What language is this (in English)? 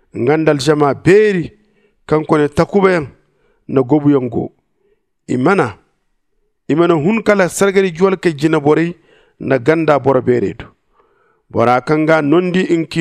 Zarma